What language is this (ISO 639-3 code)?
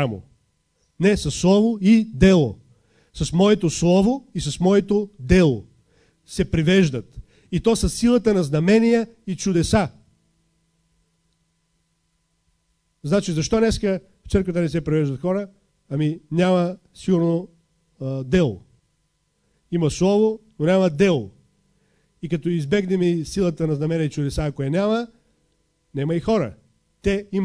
bul